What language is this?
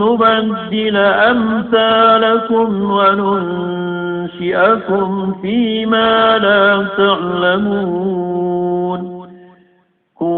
Maranao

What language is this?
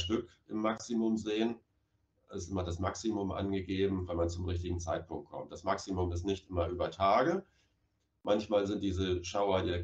German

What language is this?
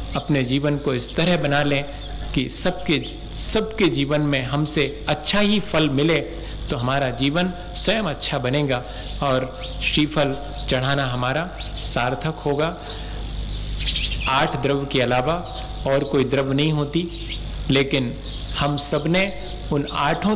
Hindi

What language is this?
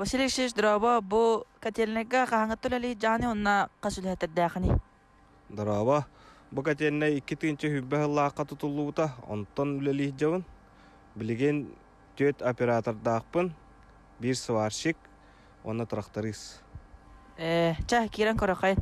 Yakut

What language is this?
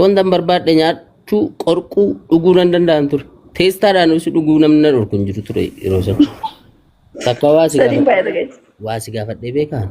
Oromo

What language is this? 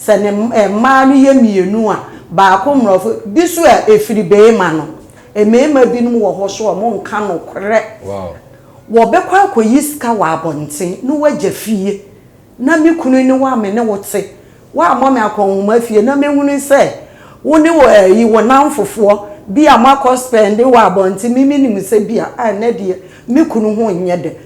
Akan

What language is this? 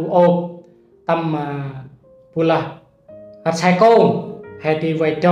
Central Mnong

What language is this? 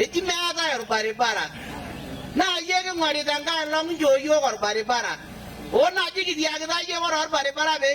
Masai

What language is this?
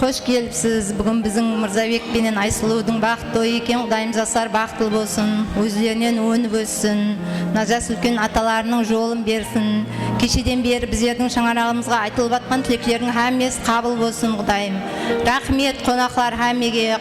Kara-Kalpak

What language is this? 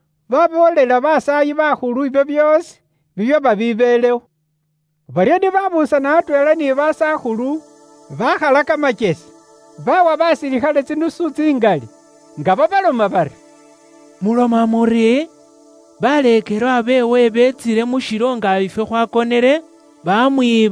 Luyia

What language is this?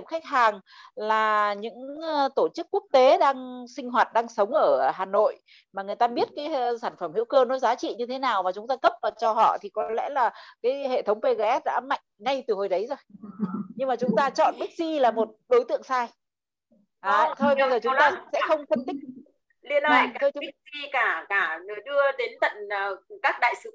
Vietnamese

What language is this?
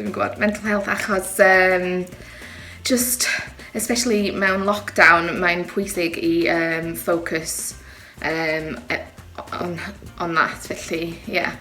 Welsh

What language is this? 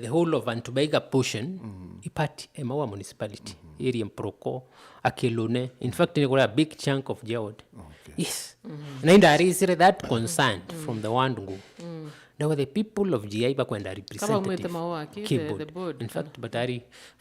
Meru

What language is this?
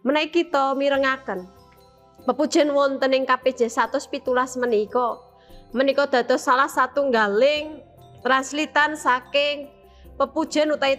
Javanese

